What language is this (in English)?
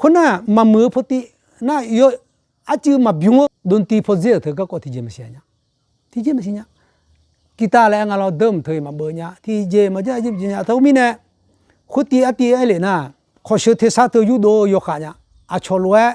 Akha